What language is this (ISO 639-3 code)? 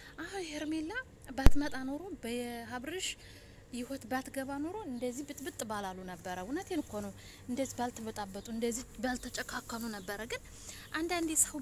amh